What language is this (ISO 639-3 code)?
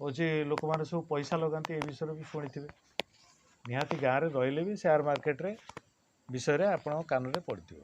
ori